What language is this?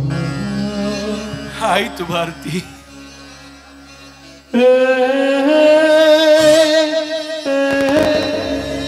Kannada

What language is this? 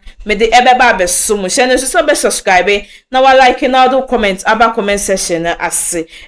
Akan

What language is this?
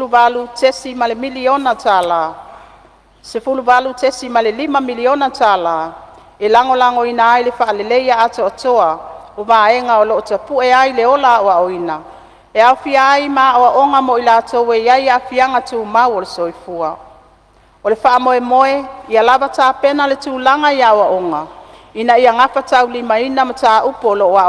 Samoan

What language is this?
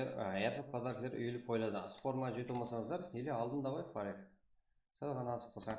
Kara-Kalpak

